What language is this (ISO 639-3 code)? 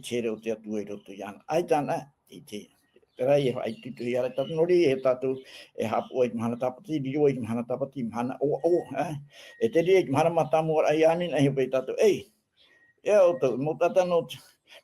tah